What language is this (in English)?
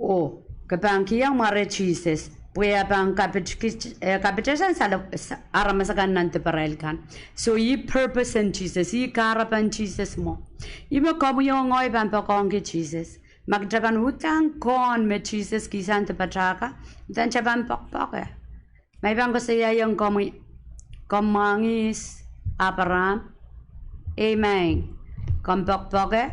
Pohnpeian